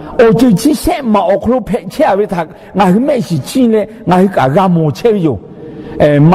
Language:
Lahu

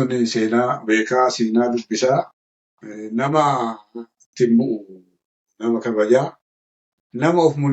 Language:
Oromo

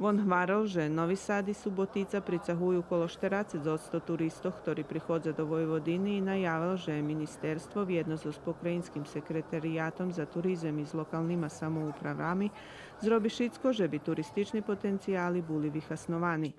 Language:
Rusyn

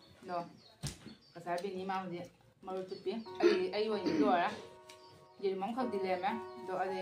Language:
Manipuri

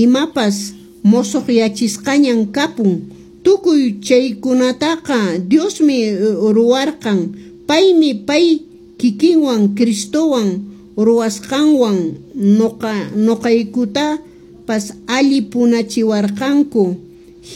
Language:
Quechua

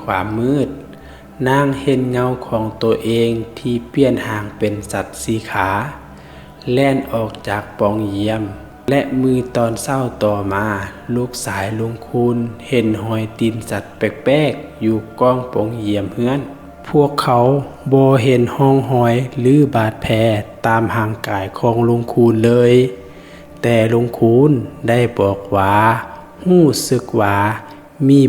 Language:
Lao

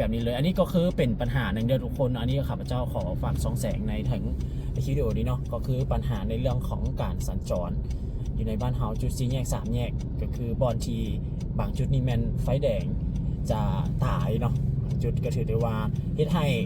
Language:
Lao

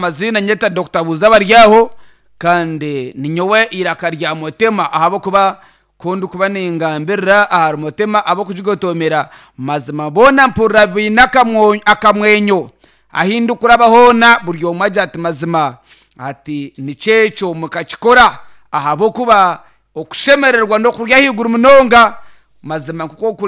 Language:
Nyankole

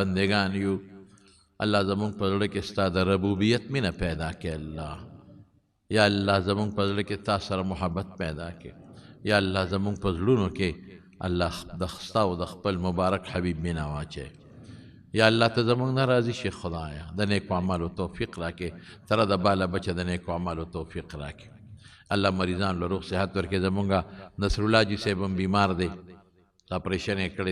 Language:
Pashto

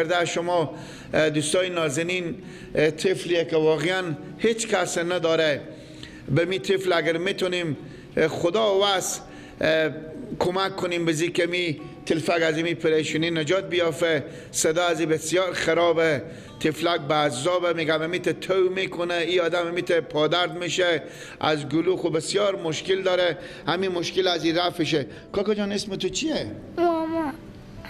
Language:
Persian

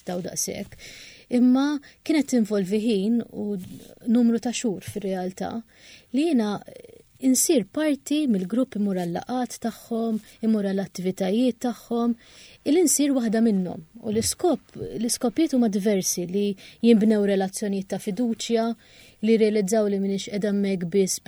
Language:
Maltese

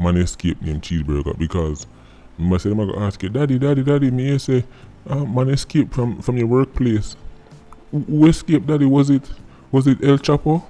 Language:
Jamaican Creole English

